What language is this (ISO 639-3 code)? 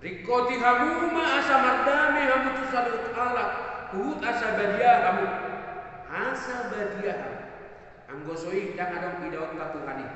bbc